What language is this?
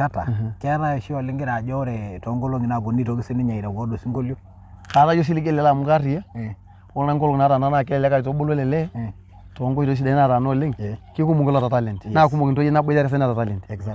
Masai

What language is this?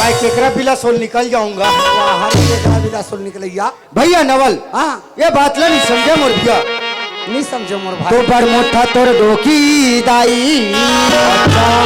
Chhattisgarhi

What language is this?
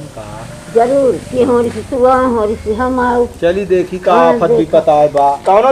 Awadhi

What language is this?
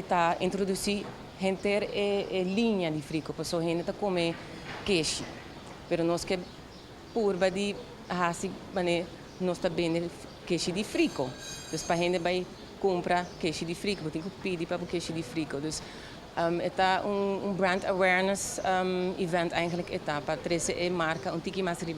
Papiamento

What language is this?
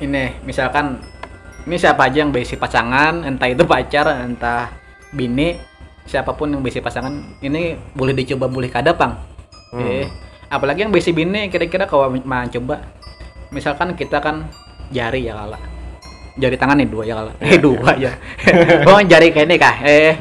Banjar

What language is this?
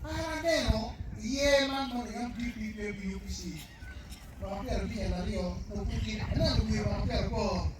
Acoli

